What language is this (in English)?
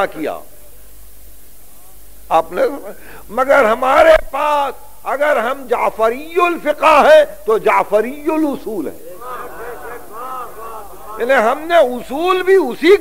Urdu